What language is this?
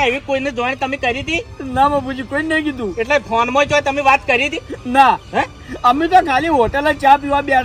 Gujarati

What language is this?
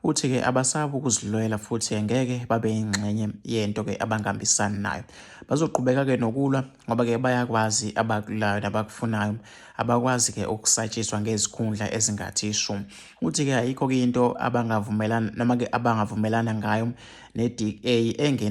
Zulu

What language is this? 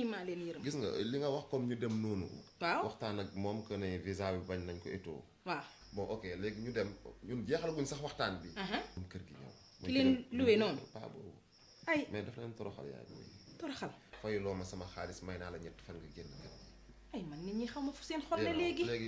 Wolof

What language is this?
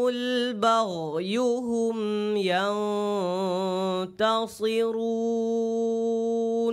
Divehi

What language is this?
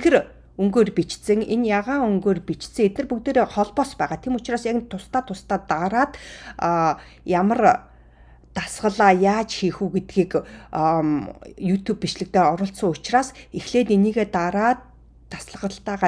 Mongolian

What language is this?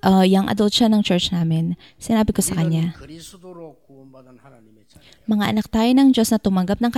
Filipino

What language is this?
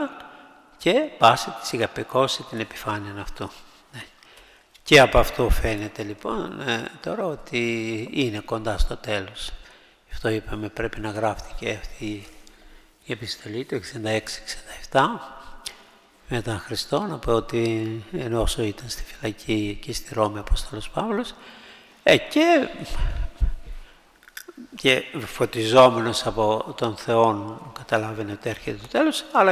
Greek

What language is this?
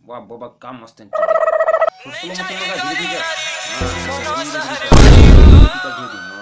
Chhattisgarhi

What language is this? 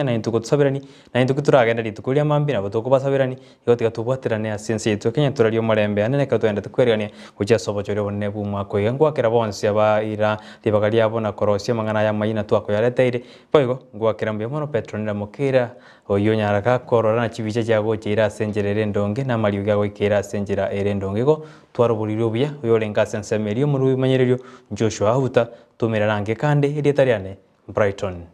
Gusii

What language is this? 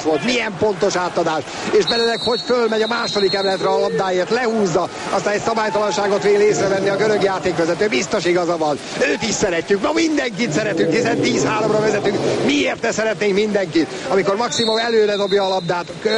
Hungarian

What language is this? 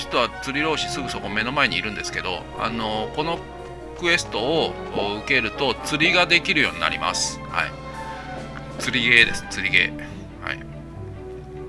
Japanese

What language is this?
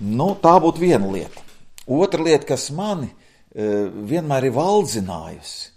Latvian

